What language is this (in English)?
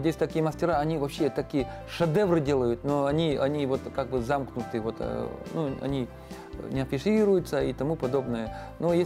Russian